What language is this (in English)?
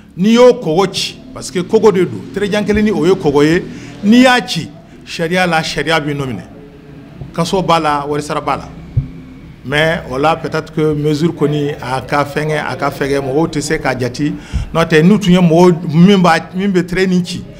Bambara